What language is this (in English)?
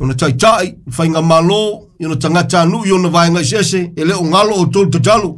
Samoan